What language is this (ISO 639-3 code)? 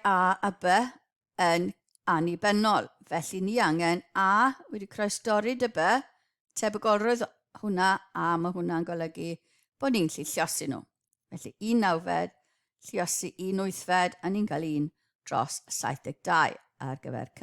cym